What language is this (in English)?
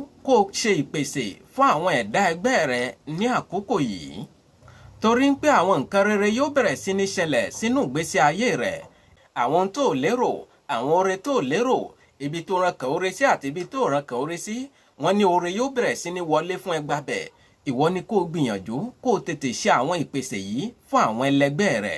Yoruba